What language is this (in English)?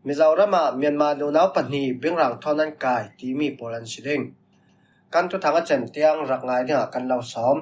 Falam Chin